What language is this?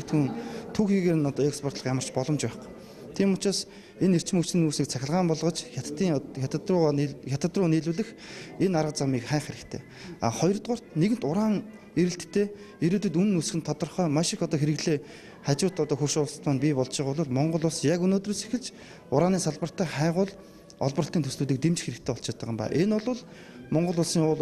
Mongolian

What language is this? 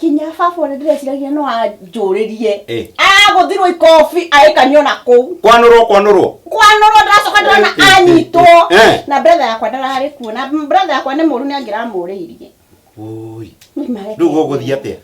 Kikuyu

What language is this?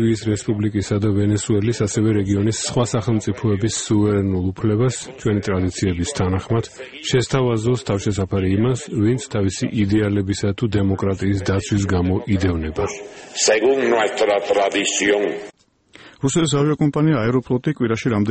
Georgian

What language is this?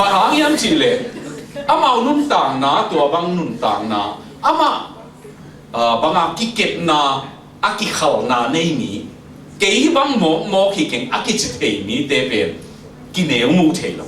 Tedim Chin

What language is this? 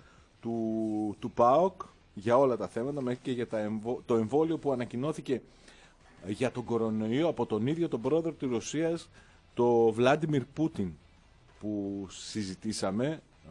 Greek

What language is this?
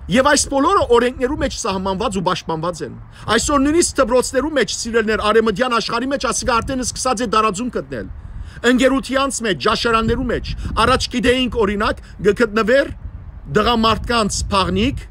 Western Armenian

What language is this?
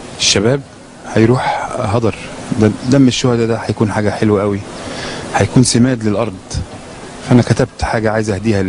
Egyptian Arabic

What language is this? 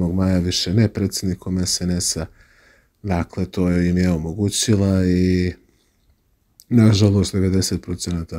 Serbian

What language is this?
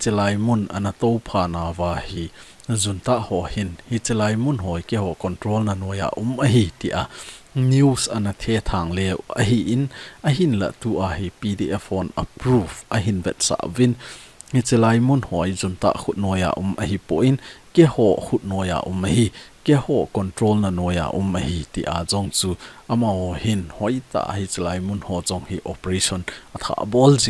Thado Chin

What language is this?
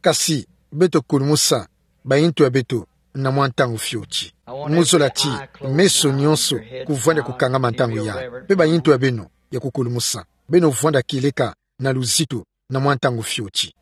Kituba (Democratic Republic of Congo)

